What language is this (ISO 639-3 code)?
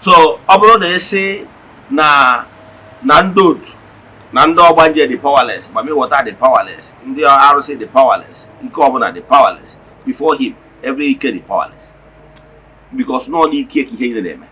ibo